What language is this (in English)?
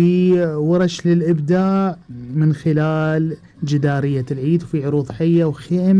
Gulf Arabic